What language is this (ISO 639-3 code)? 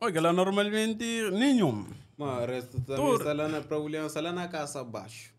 kea